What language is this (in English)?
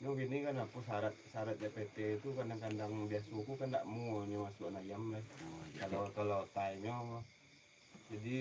Minangkabau